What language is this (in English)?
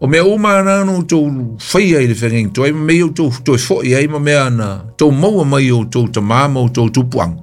Samoan